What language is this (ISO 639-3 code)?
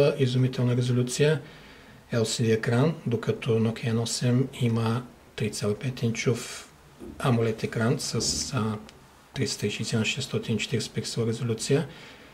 bul